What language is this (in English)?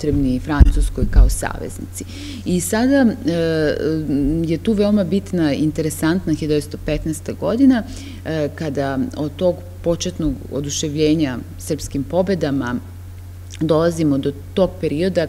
Serbian